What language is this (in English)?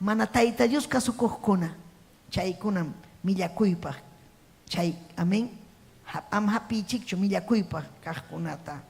Ayacucho Quechua